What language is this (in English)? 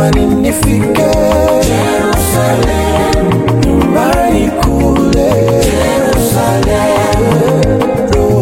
Swahili